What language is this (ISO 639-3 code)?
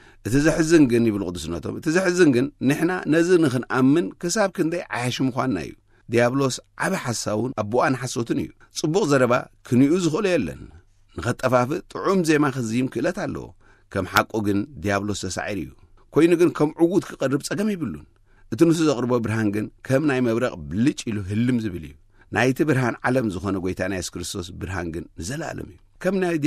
tir